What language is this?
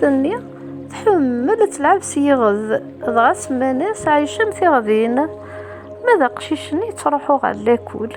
Kabyle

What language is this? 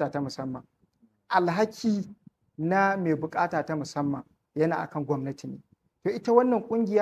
Hausa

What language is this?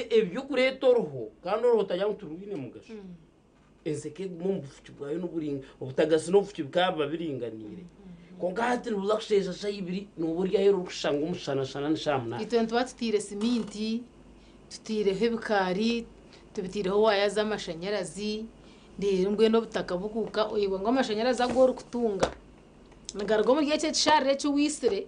Nyankole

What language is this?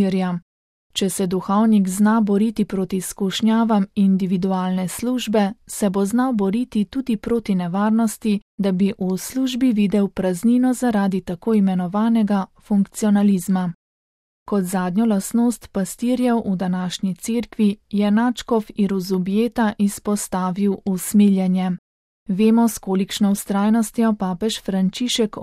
Slovenian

